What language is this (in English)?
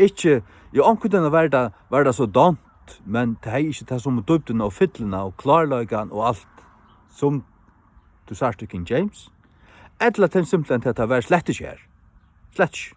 Faroese